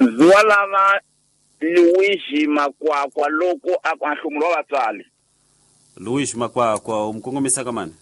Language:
Tsonga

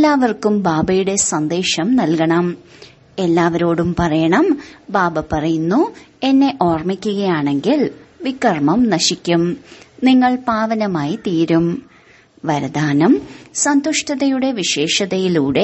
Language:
Malayalam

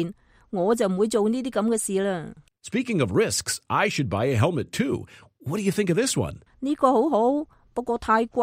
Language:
Cantonese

